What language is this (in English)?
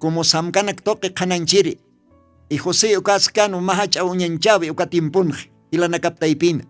Aymara